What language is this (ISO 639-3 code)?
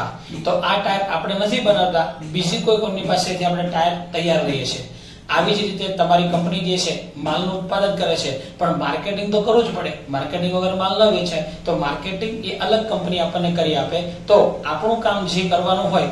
guj